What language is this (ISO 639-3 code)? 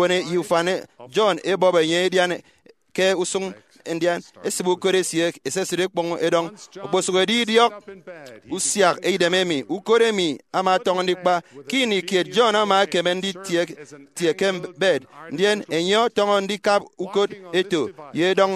efi